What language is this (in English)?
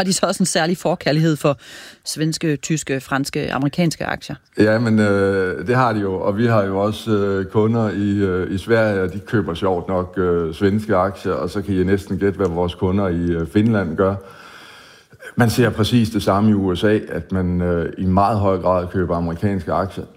Danish